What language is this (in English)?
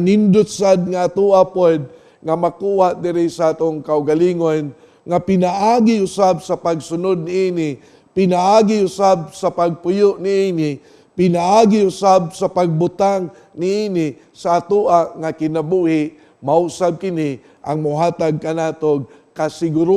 Cebuano